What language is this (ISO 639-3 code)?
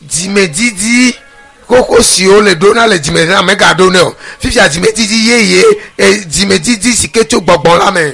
ewe